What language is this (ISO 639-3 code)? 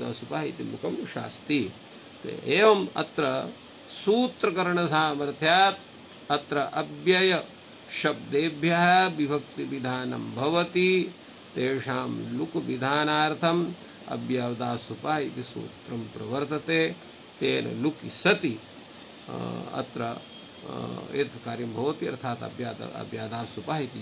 san